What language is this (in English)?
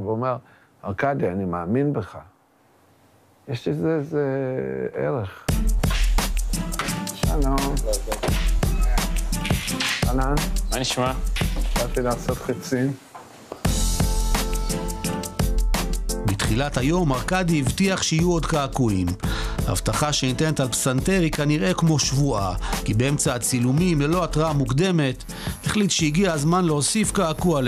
Hebrew